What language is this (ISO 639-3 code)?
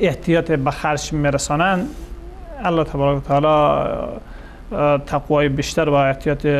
fas